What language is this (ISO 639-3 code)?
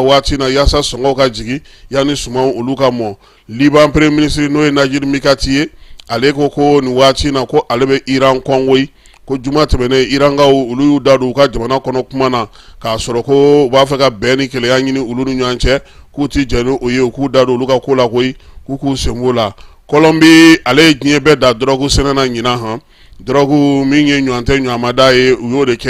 bam